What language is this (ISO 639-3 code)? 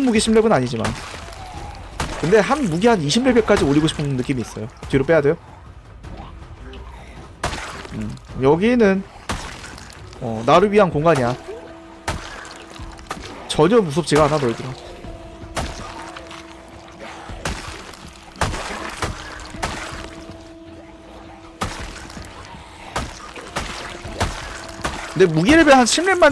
kor